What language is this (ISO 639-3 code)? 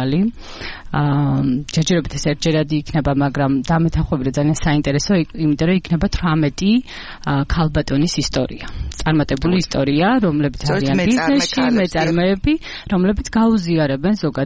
kat